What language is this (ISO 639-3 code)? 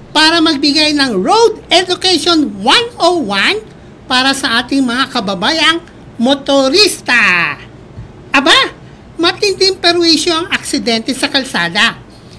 fil